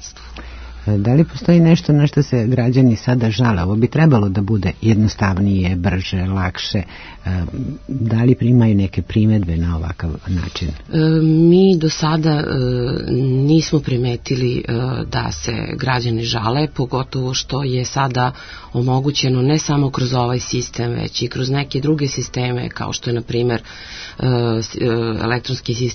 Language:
Serbian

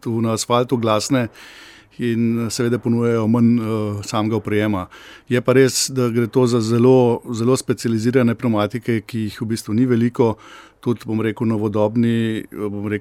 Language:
Slovenian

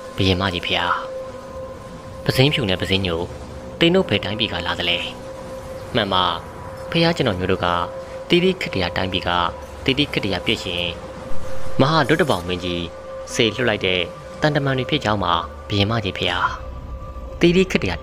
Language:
Burmese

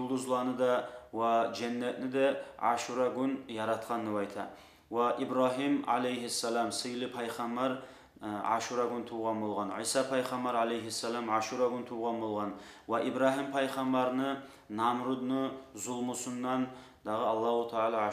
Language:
Kumyk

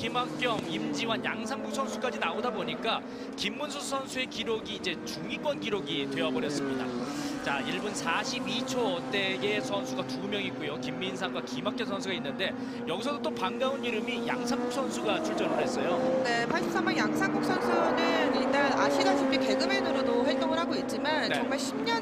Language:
Korean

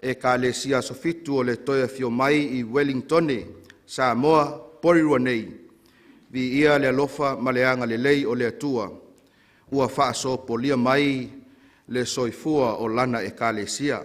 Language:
Samoan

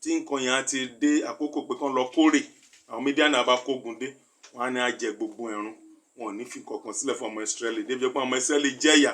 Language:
Yoruba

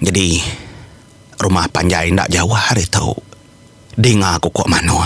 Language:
Iban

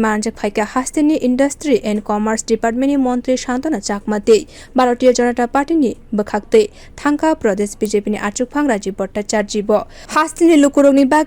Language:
Kok Borok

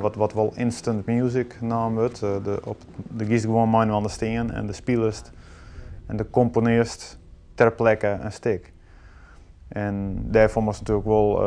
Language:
Western Frisian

